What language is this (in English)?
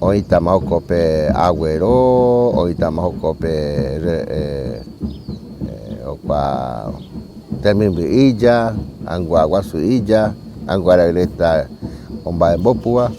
Guarani